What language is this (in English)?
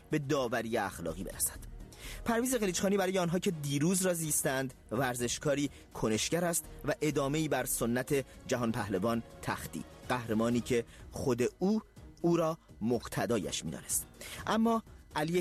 Persian